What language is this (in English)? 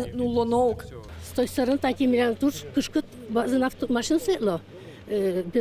Udmurt